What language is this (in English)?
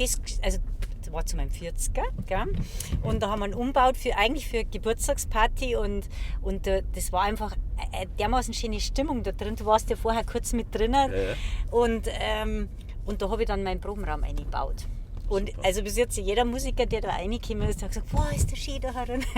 Bavarian